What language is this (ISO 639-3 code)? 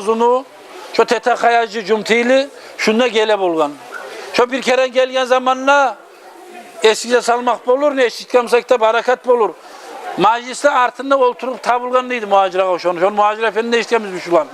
kum